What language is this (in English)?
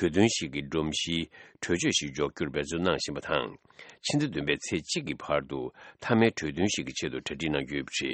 Tibetan